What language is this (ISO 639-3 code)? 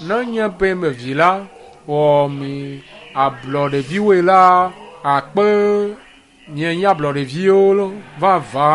ewe